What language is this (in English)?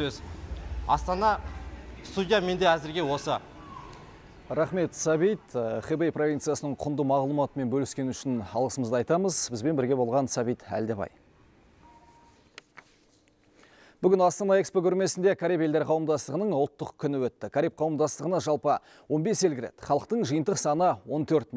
Kazakh